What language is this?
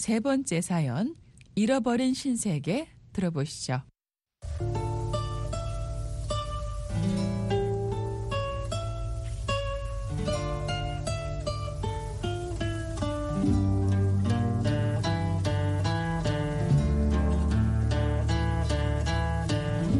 Korean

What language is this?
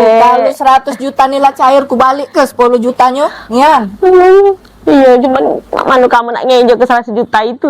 Musi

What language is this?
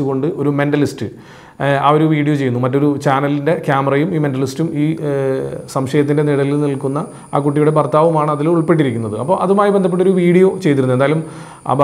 Malayalam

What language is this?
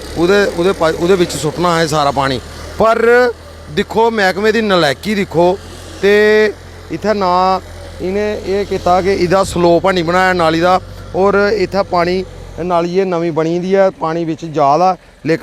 Dogri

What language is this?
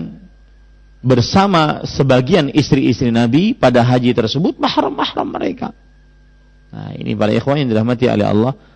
Indonesian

